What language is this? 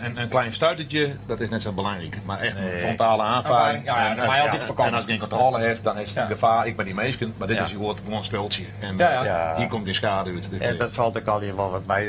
Western Frisian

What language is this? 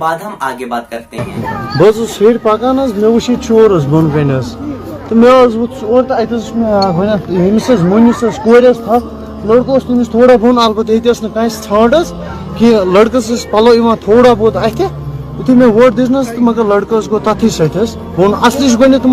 Kashmiri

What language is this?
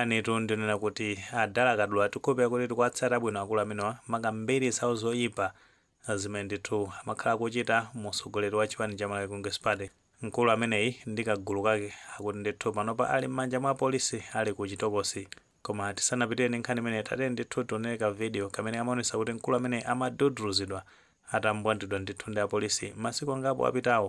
Nyanja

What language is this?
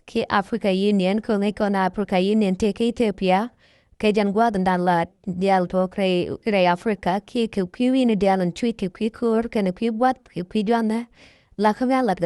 Nuer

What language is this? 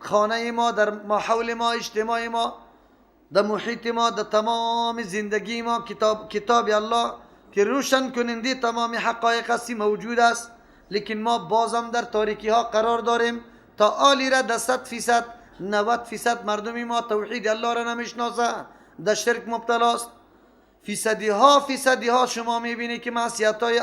Persian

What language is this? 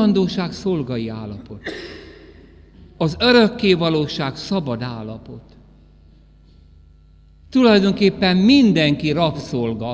Hungarian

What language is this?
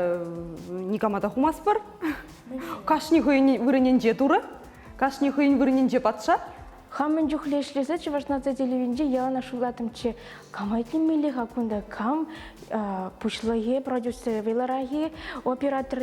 Chuvash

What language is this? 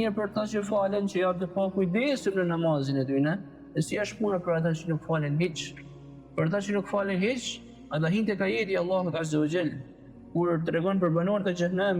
Albanian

